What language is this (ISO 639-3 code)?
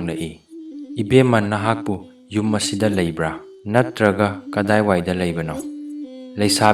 mni